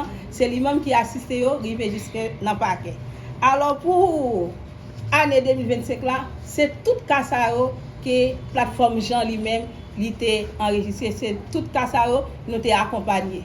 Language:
Haitian Creole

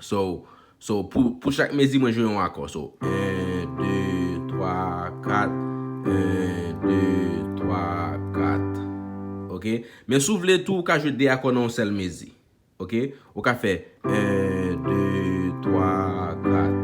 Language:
Haitian Creole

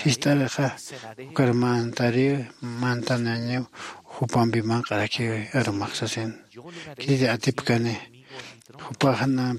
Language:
Aymara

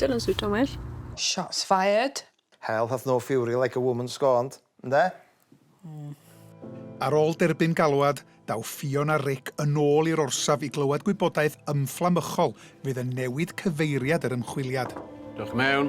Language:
Welsh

